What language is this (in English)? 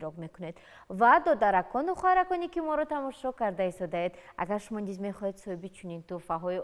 Tajik